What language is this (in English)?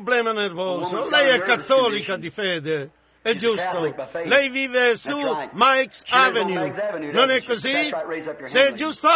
Italian